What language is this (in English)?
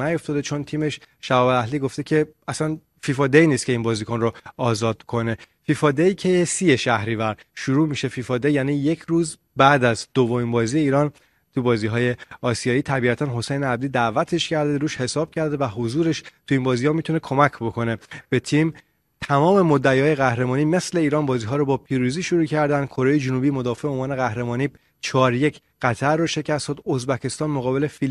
Persian